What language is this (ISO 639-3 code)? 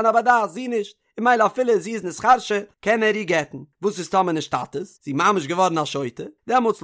yid